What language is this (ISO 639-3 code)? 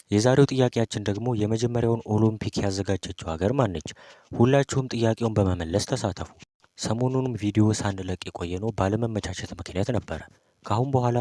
amh